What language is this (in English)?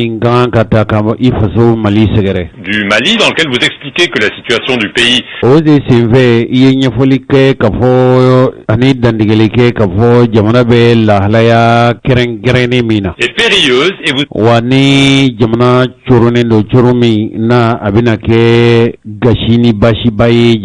Bambara